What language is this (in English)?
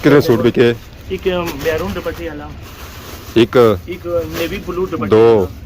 Pahari-Potwari